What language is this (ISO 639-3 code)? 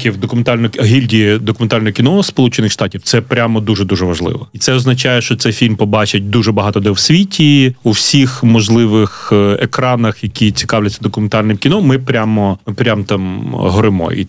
ukr